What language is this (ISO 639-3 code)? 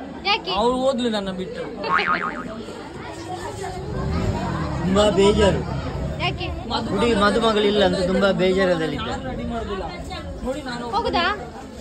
kan